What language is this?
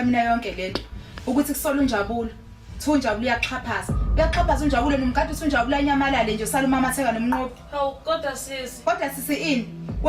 Zulu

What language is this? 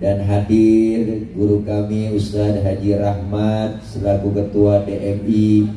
Betawi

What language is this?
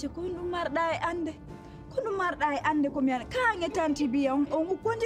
Pular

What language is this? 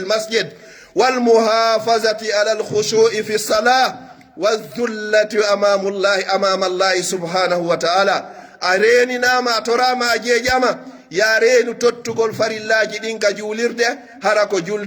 Pular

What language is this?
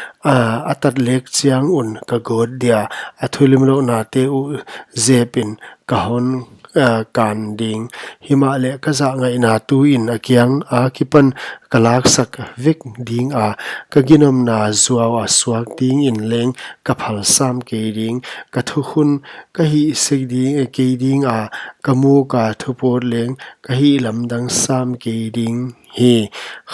Paite Chin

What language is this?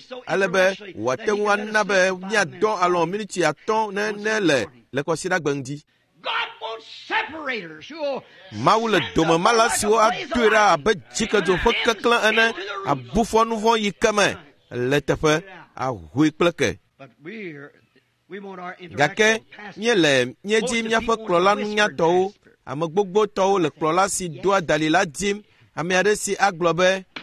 Ewe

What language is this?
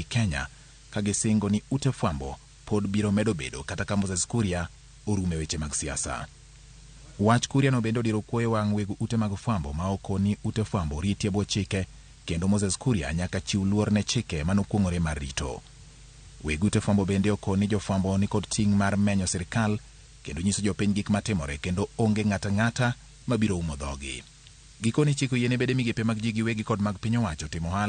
Luo (Kenya and Tanzania)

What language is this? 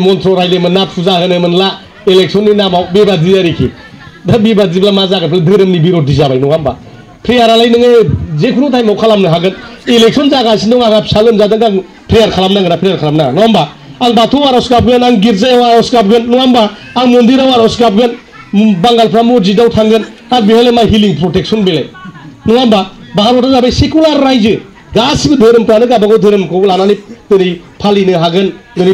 Bodo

